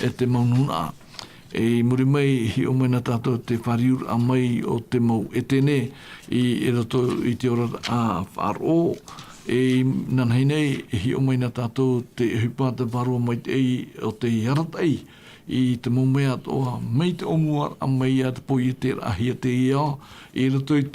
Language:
Tahitian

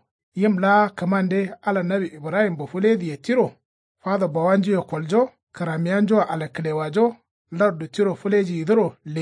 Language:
Kanuri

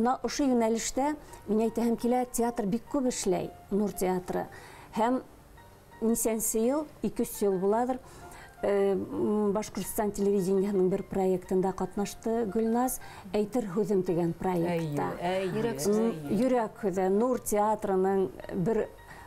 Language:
Bashkir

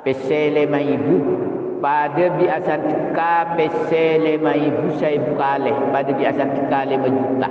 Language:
Madurese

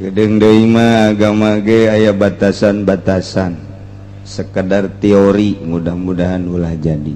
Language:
Sundanese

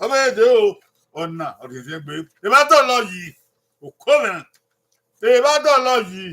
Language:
Bini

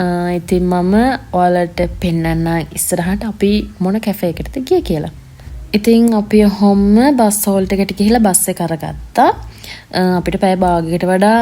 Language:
Sinhala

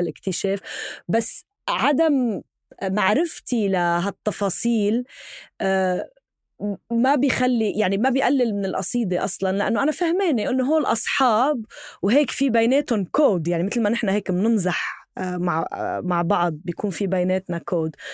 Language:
North Levantine Arabic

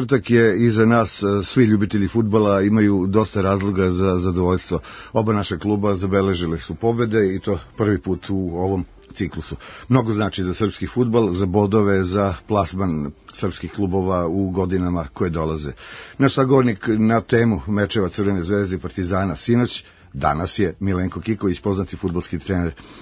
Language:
Serbian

